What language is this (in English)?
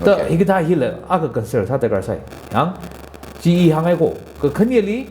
Tangkhul Naga (India)